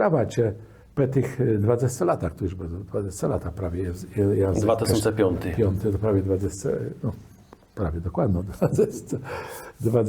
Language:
Kashubian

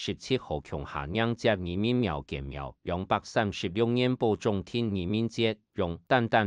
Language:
Hakka Chinese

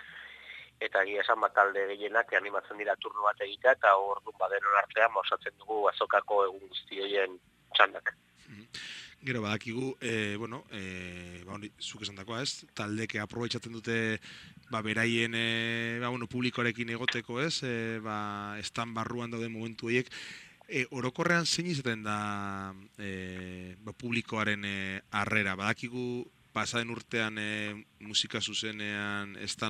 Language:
Basque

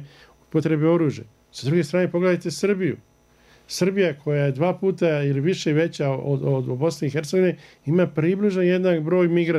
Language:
Bosnian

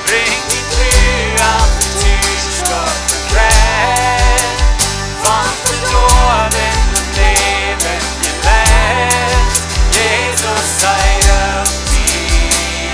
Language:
Plautdietsch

